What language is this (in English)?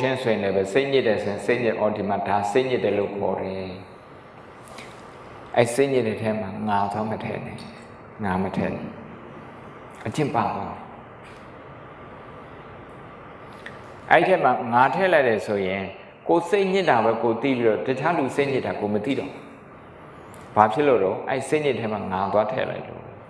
Burmese